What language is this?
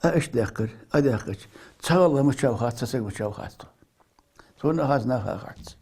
Ingush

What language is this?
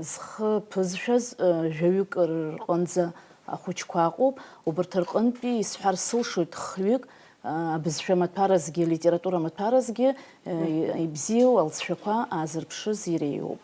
Abkhazian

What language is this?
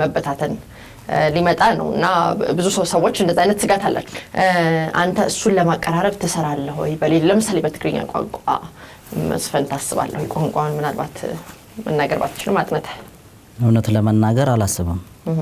Amharic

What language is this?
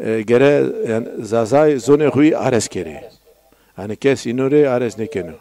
Zaza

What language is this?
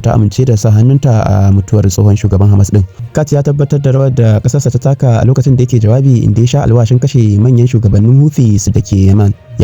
Hausa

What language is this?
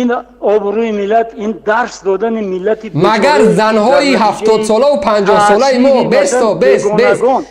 Tajik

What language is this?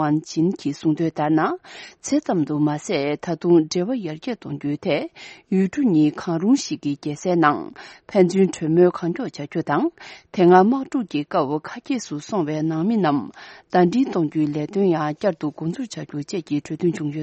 Tibetan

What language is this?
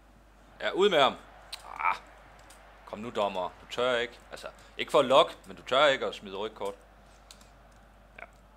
Danish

